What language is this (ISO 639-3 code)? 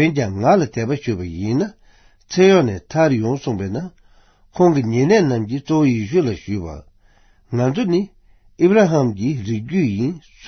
bod